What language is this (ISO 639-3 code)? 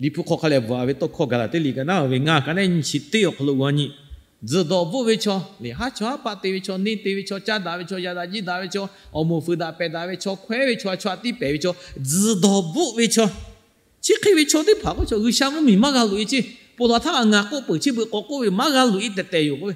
lhu